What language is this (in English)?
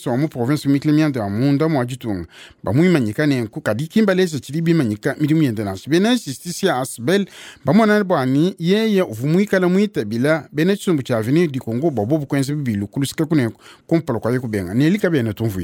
Luba-Lulua